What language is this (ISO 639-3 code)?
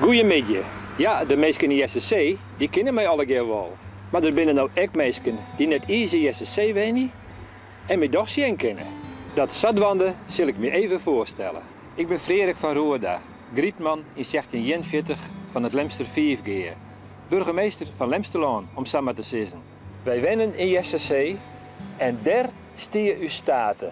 fry